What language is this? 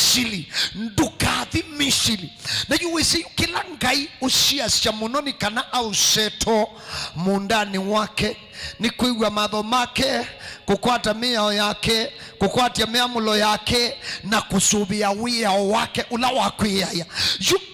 Kamba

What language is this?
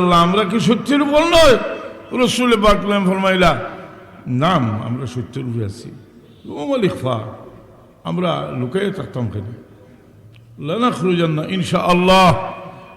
Sylheti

